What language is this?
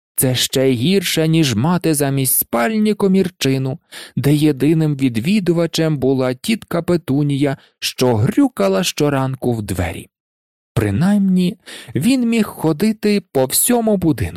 Ukrainian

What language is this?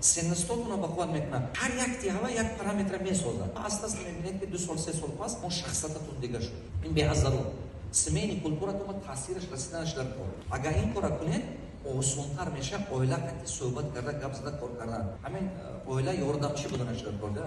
Tajik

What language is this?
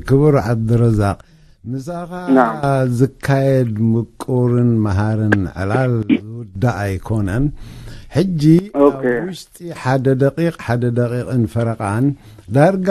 Tigrinya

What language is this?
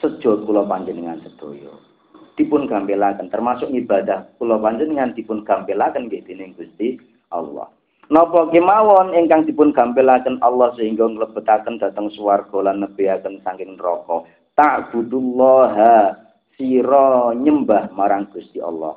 Javanese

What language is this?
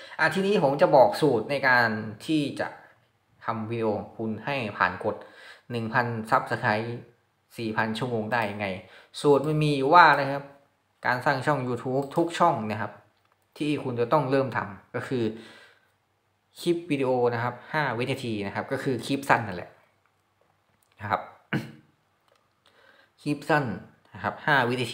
Thai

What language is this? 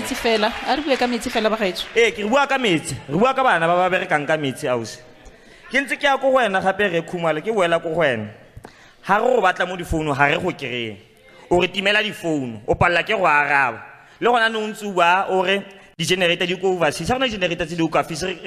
Tswana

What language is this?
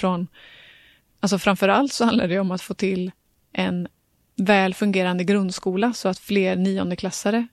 Swedish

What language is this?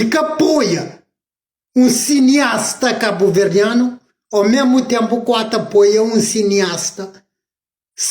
Kabuverdianu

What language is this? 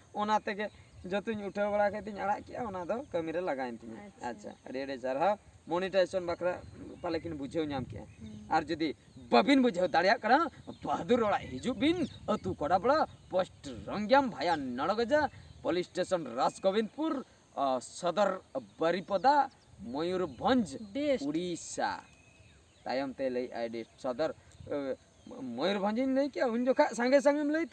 Santali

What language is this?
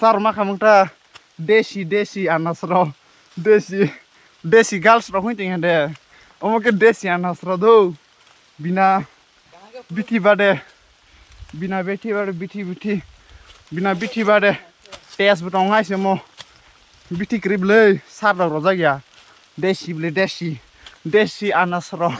Kok Borok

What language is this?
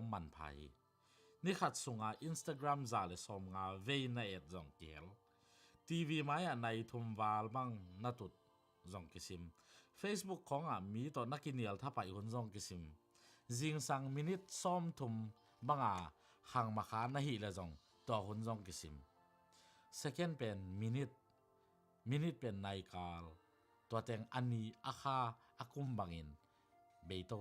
Tedim Chin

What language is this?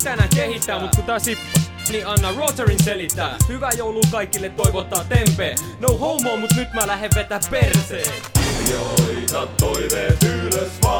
Finnish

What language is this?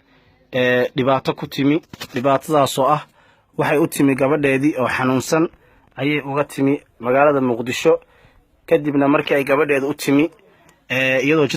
Somali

